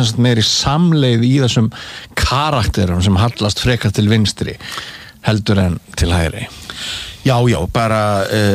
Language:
Icelandic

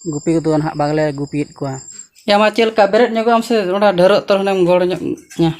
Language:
Santali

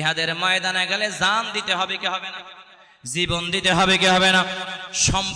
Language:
Bangla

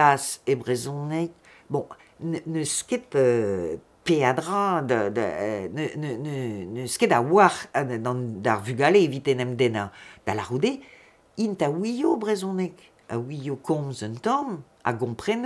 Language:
Breton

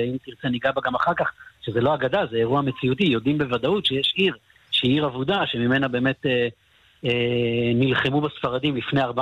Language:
Hebrew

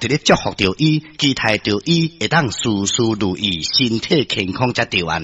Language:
Min Nan Chinese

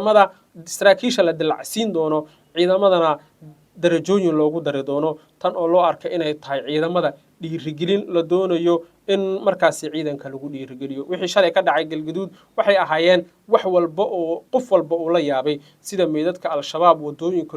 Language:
Somali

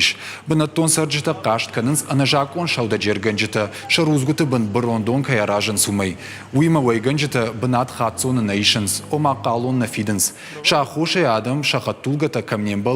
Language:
Ossetic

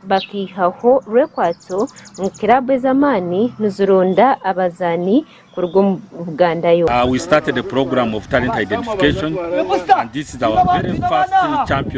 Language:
Nyankole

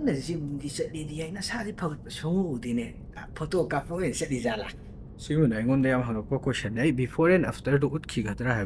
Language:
Manipuri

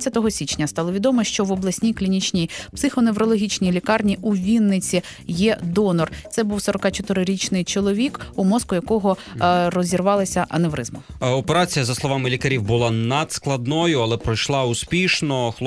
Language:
Ukrainian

